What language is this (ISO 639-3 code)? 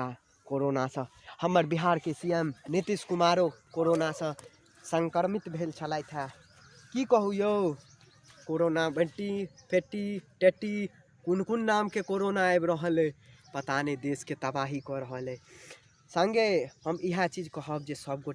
mai